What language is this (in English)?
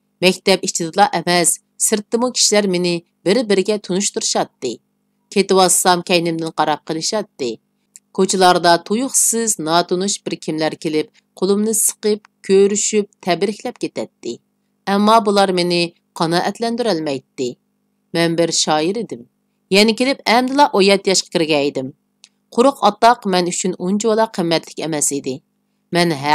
Uyghur